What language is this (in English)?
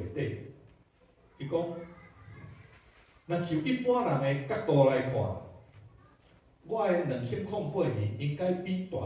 Min Nan Chinese